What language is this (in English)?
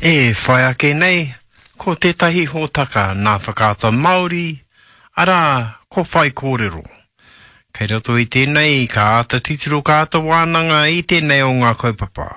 Māori